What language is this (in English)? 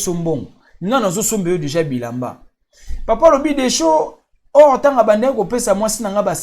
Lingala